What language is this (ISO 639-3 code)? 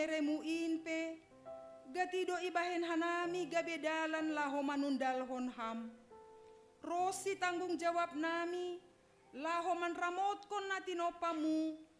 bts